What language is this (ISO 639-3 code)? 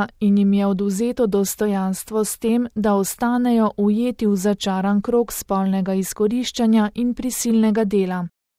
slv